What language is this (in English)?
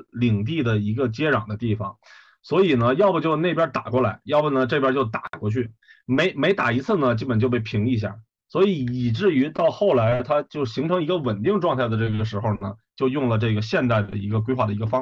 Chinese